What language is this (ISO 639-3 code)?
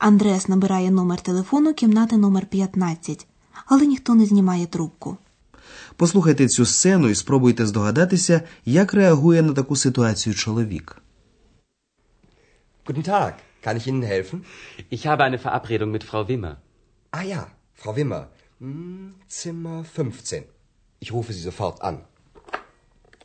ukr